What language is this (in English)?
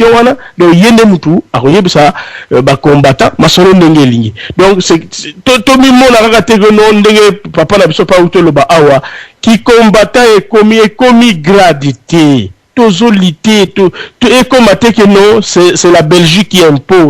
Lingala